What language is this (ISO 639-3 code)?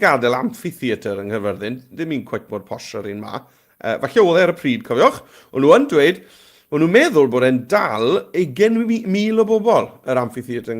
cym